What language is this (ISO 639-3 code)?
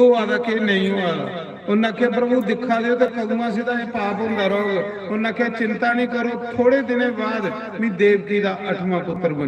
doi